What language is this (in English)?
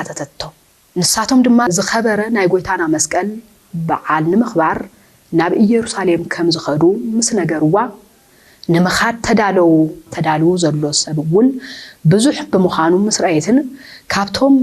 Tigrinya